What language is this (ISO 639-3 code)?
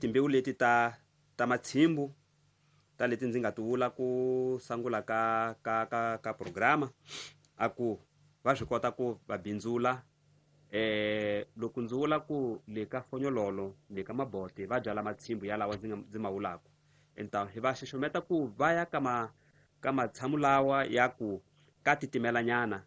tso